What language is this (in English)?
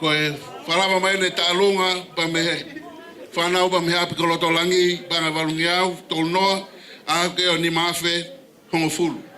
Tongan